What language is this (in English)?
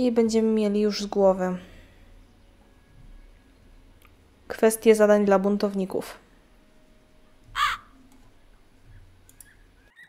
Polish